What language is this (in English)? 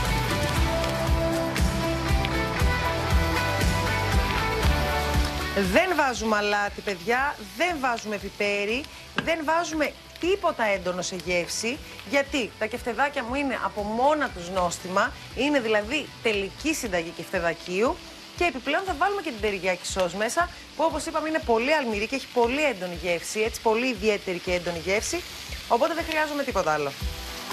Greek